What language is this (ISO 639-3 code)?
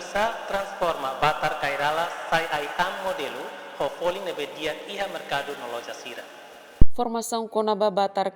tet